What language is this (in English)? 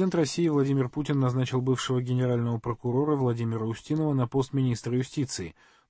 Russian